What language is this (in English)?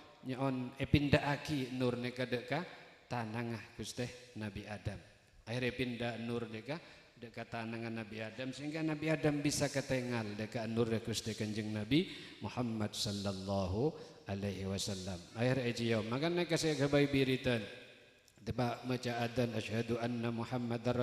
Madurese